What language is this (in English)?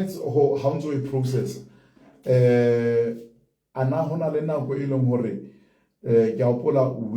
Southern Sotho